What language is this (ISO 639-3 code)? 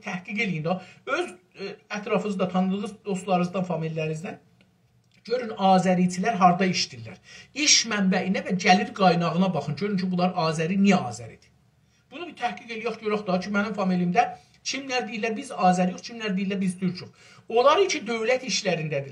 azb